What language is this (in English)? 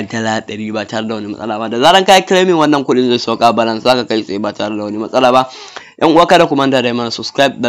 Hausa